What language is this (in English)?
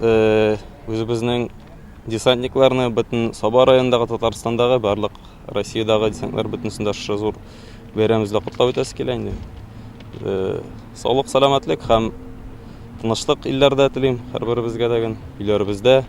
Tatar